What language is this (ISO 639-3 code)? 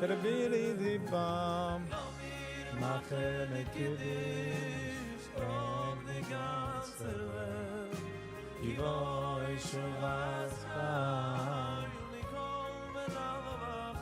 yid